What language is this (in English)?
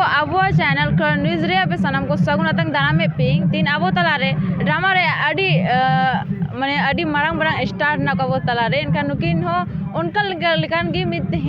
Santali